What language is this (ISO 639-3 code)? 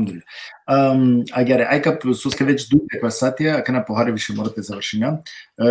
rmn